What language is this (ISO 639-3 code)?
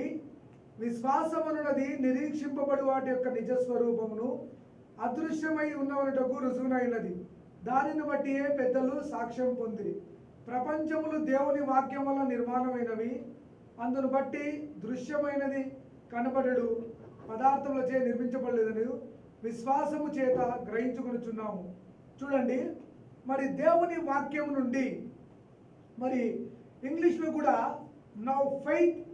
tel